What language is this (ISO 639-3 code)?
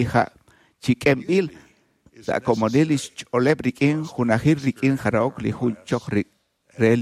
kek